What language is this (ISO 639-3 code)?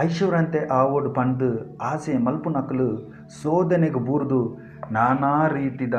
tcy